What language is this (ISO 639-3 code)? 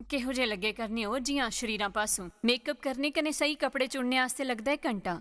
doi